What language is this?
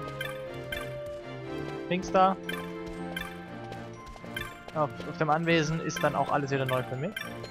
German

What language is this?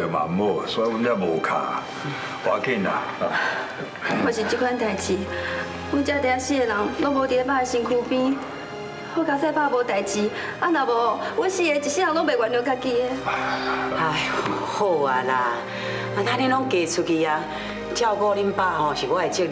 Min Nan Chinese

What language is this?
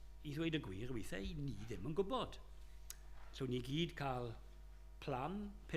Welsh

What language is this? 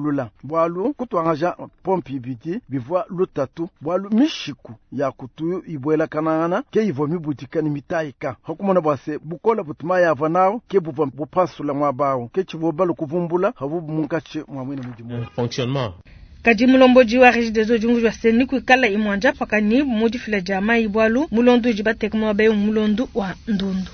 Luba-Lulua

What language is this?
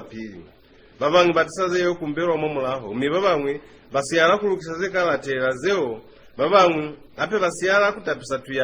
Lozi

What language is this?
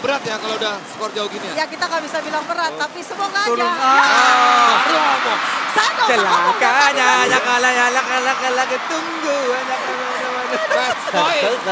Indonesian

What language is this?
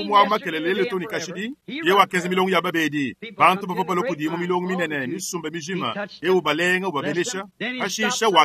Luba-Lulua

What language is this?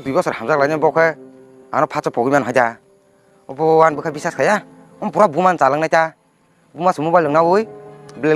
Kok Borok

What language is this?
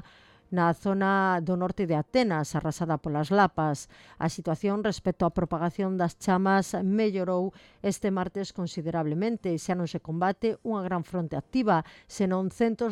Galician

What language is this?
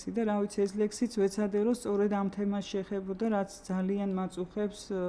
Georgian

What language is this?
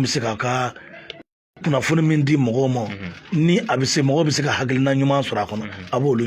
Bambara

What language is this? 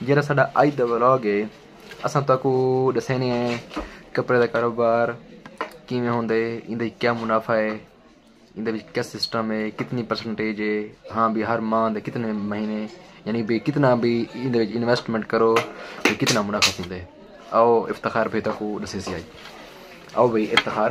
Saraiki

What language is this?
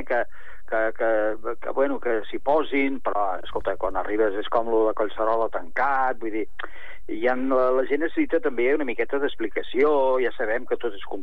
Catalan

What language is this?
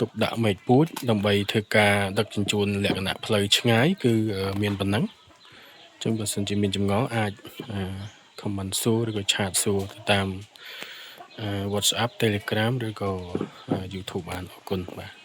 Khmer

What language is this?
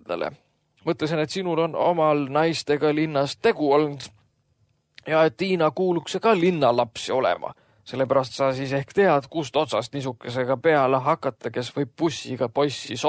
Estonian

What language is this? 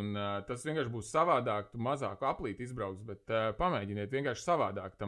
Latvian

